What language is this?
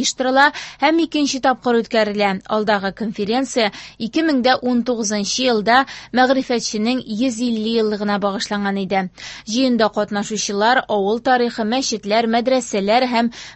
Tatar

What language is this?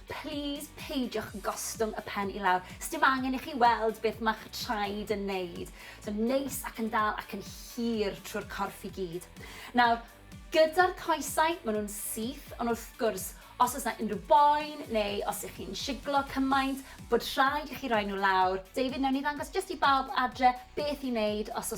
Welsh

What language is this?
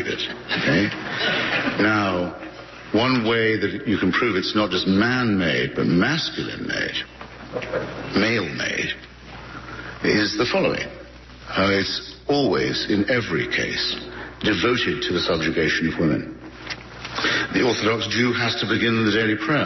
English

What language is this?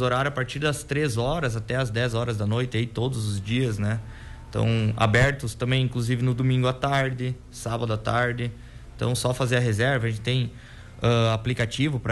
Portuguese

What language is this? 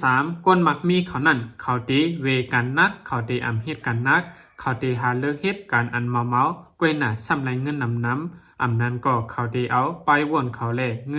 Shan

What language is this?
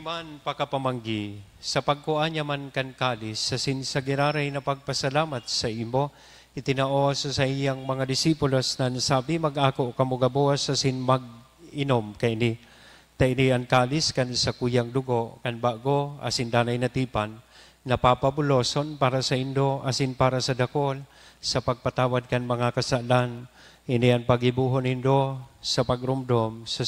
Bikol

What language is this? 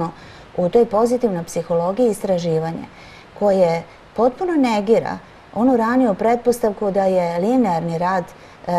Serbian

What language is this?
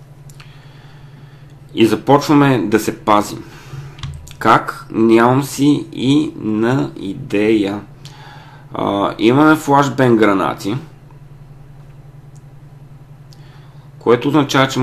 Bulgarian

